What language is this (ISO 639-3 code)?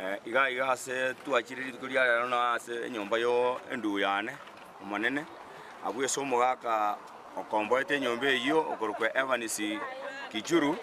guz